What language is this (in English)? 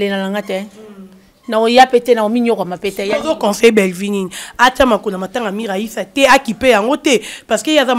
Lingala